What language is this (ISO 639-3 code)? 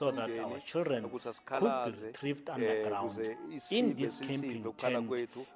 eng